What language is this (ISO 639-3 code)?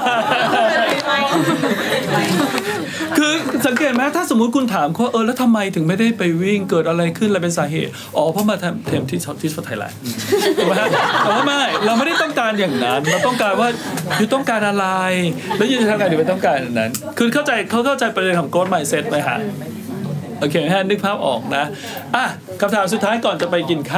tha